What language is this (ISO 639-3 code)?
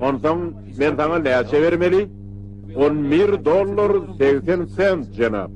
tuk